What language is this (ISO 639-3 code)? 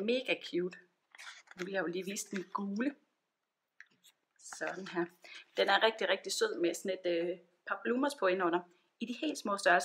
dan